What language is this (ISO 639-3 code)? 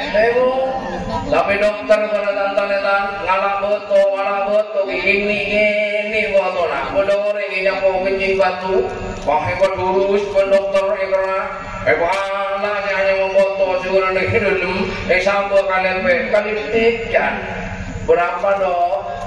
mad